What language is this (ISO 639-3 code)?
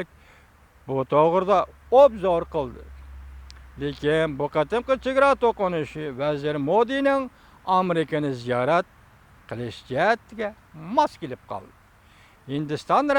uig